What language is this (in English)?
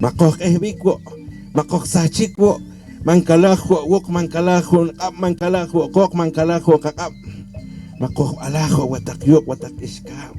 Poqomchi'